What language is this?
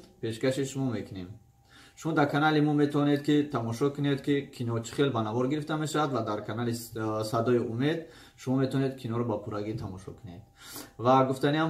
Tajik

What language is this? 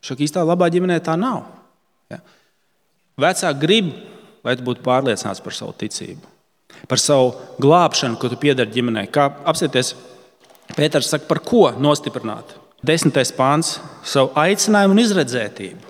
Latvian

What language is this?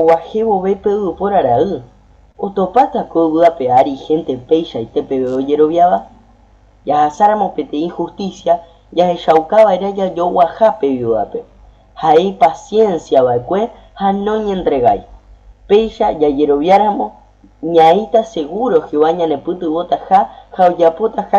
Guarani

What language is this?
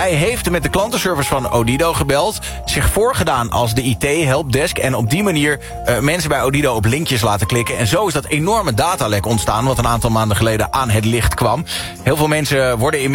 Dutch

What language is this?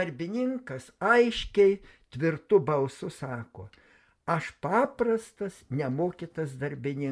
Lithuanian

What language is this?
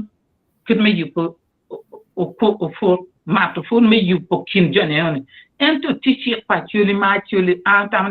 Acoli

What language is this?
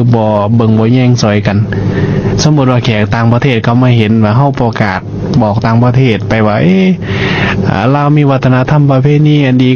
Lao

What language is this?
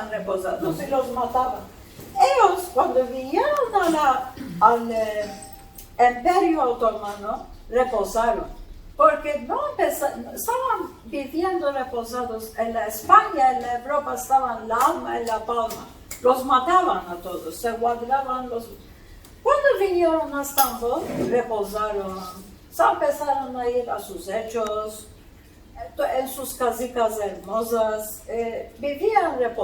Ladino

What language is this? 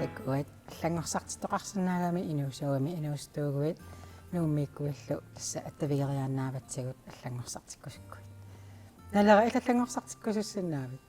Kalaallisut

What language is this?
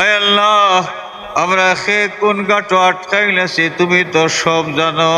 Sylheti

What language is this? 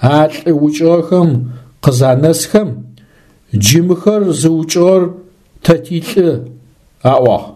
Adyghe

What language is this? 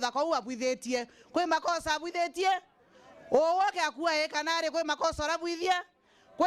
Meru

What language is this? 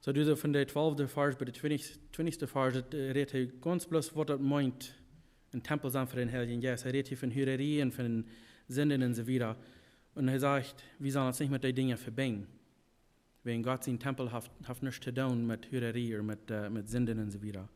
Plautdietsch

